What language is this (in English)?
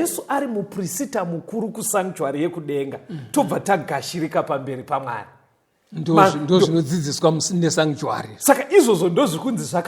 Shona